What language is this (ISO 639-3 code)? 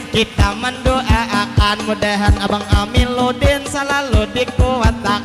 bjn